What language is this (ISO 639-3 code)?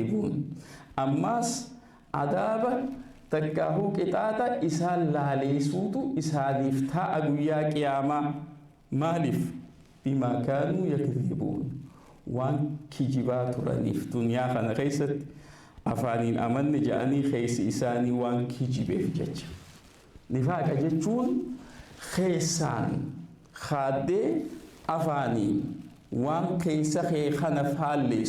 orm